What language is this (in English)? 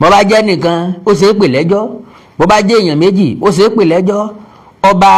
Yoruba